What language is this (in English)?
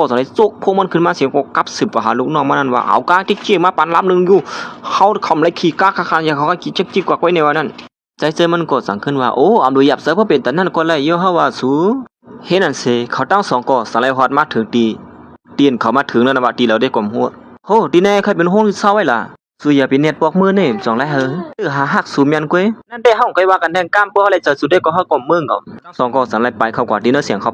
Shan